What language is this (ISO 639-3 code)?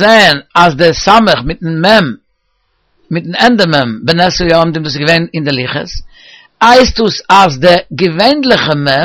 yid